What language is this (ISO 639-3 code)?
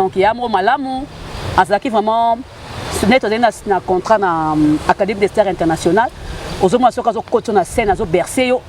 lin